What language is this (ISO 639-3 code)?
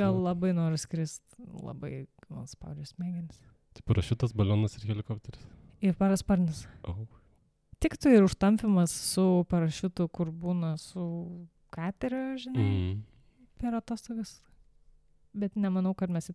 lit